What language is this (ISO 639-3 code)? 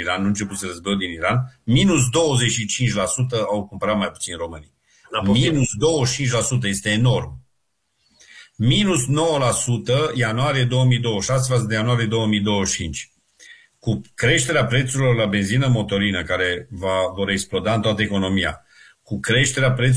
ron